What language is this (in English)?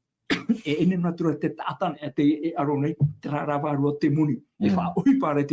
Tahitian